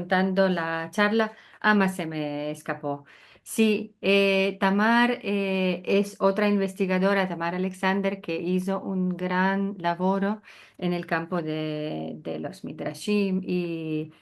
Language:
Ladino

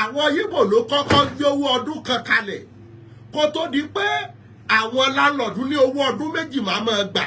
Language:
Yoruba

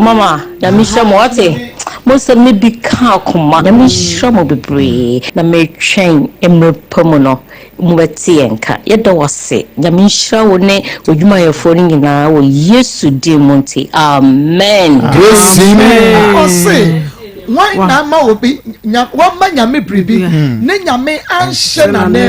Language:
Akan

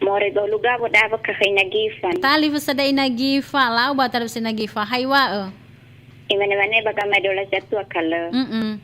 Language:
Nias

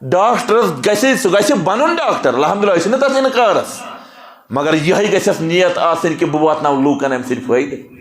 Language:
Kashmiri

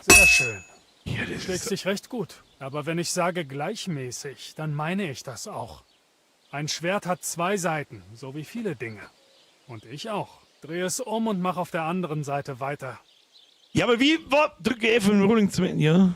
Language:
Bavarian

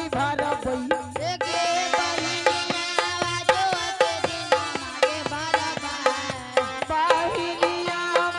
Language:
Angika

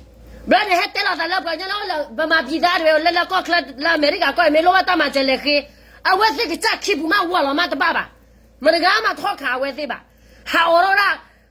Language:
S'gaw Karen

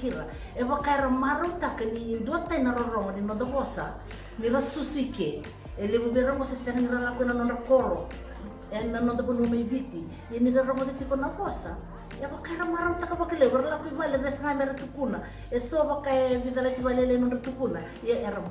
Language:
Fijian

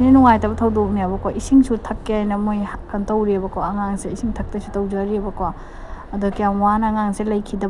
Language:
Manipuri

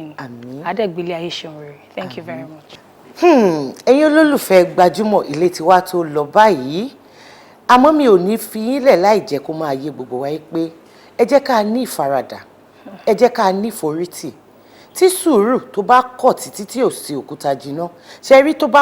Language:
Yoruba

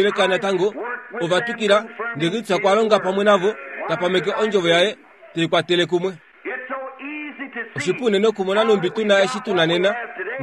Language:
Kuanyama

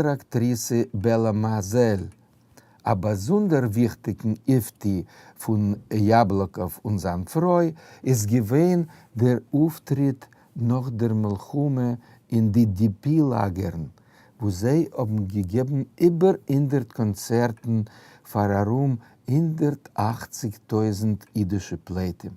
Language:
Yiddish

